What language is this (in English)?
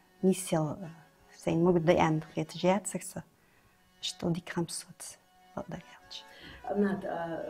Ingush